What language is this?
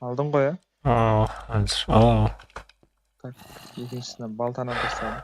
Kara-Kalpak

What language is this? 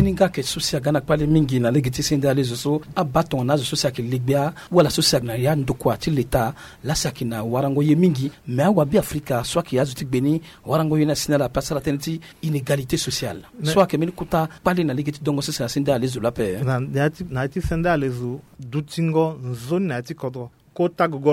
Sango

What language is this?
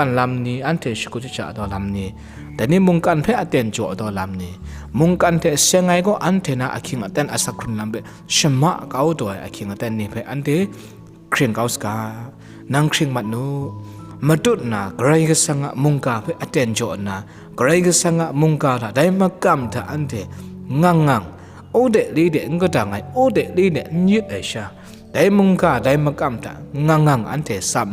Kachin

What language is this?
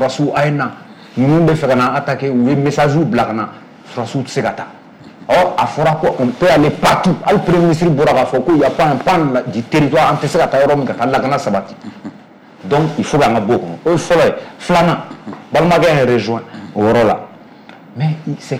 Bambara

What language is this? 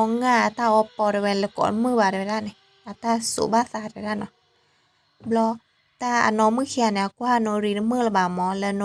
S'gaw Karen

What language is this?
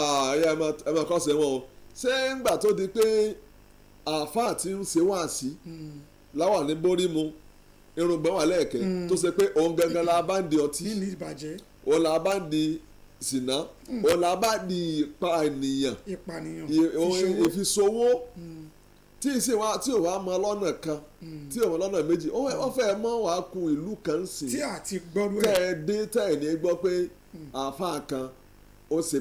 Yoruba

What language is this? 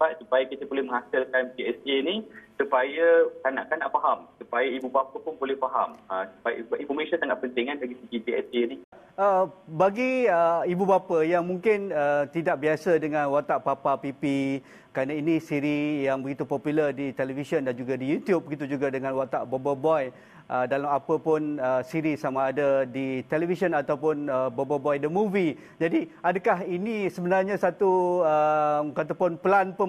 Malay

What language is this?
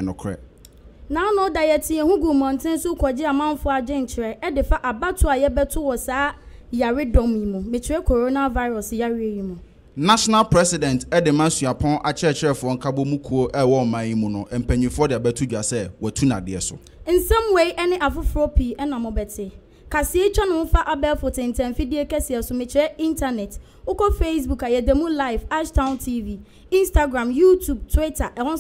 Akan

